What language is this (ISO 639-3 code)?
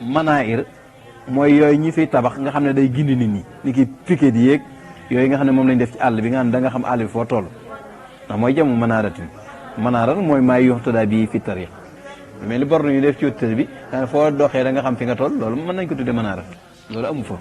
wol